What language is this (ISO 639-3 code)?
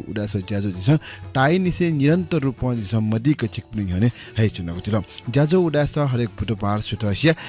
new